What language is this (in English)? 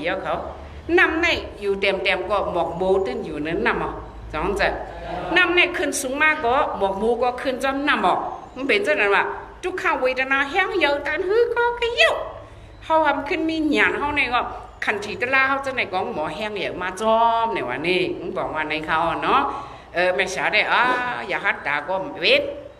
Shan